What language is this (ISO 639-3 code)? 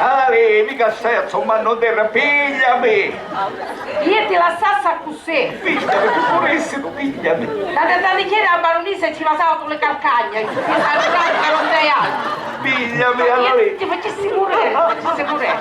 scn